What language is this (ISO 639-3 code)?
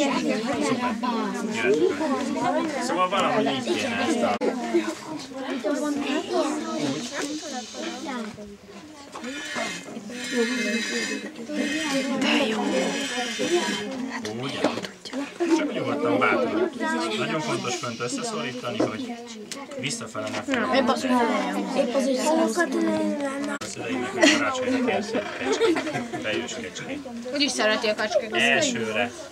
hun